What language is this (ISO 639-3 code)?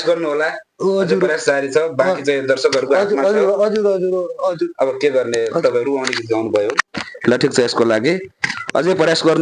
nep